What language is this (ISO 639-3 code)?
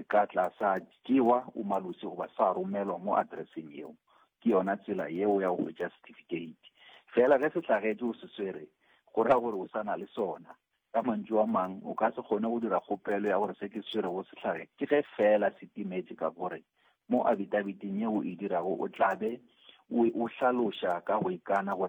nso